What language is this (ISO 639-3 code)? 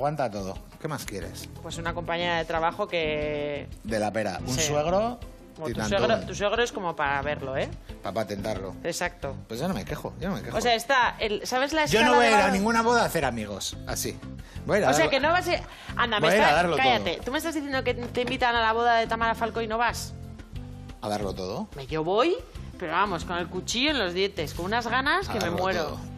spa